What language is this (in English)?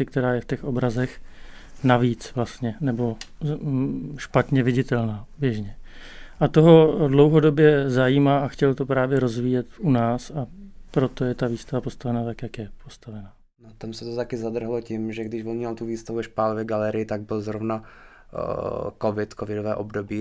Czech